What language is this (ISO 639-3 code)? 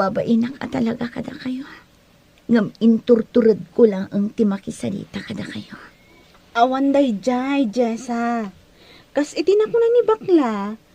ilo